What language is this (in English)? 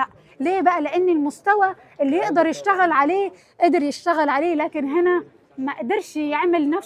Egyptian Arabic